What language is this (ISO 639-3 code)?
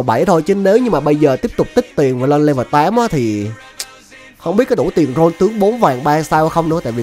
vie